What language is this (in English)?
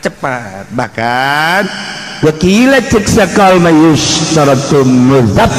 Sundanese